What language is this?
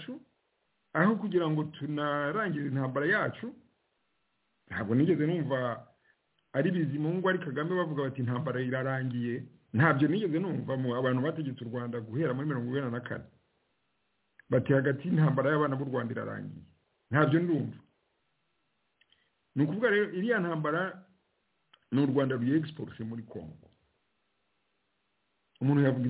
Kinyarwanda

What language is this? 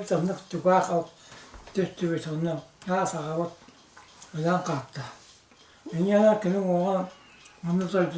Yakut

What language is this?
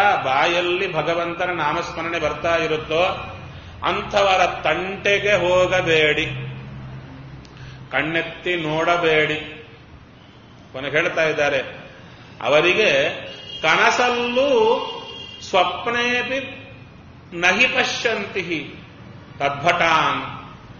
Kannada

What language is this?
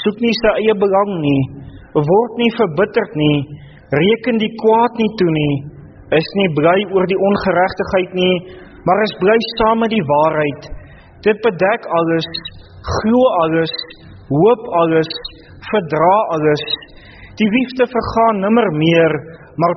Afrikaans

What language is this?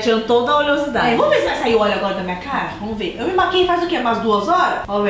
Portuguese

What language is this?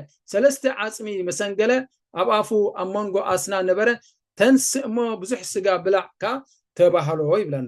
Tigrinya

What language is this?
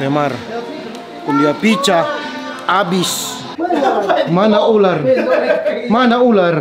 Manado Malay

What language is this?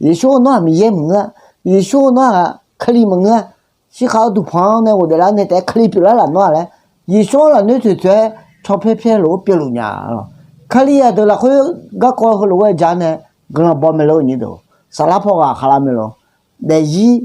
Akha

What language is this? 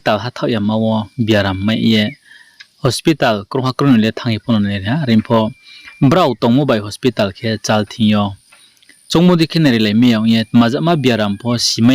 Riang (India)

